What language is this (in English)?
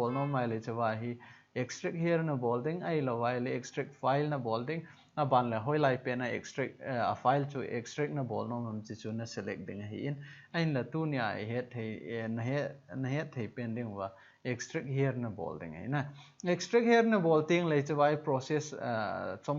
Thado Chin